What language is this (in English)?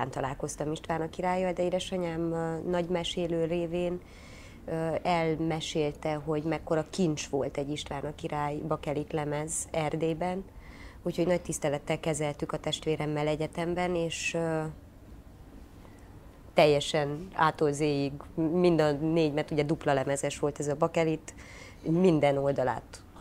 Hungarian